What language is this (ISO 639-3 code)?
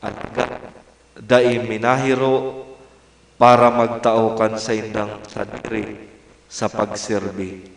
bik